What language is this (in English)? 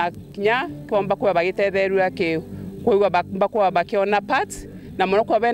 Meru